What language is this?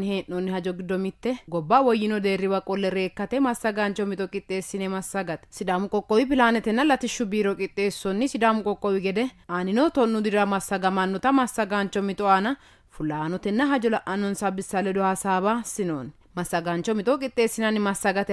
Sidamo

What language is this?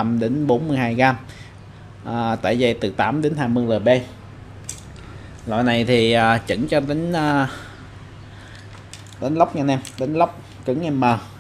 Vietnamese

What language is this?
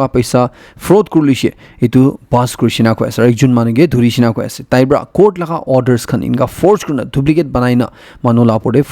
Naga Pidgin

